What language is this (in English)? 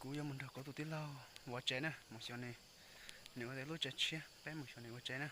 Hmong